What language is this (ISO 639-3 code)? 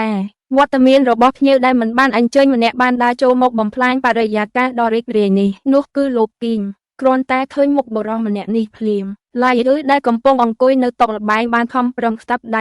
khm